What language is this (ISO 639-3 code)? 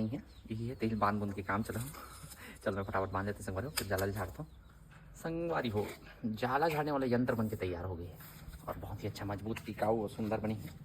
hne